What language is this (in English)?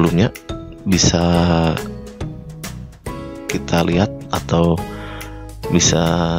Indonesian